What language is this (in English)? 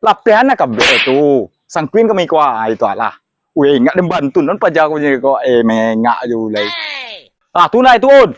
Minangkabau